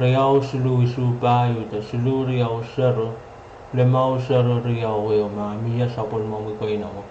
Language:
Pohnpeian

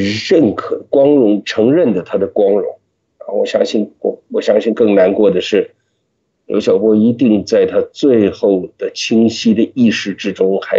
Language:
Chinese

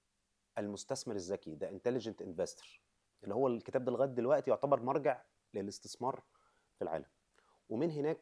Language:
Egyptian Arabic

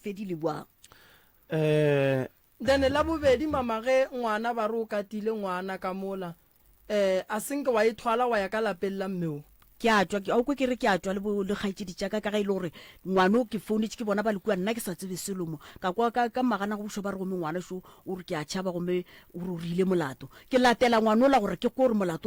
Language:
Northern Sotho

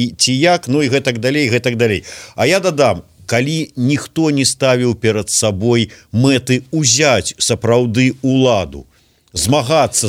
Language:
Belarusian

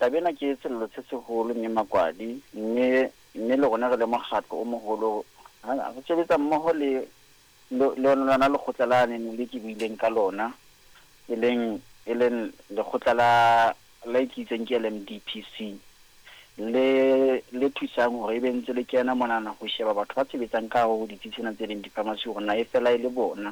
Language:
Southern Sotho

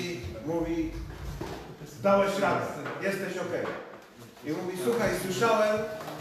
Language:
Polish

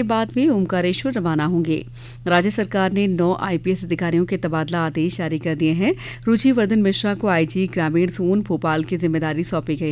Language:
Hindi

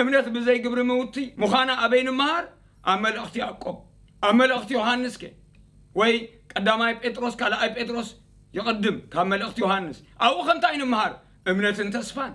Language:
Tigrinya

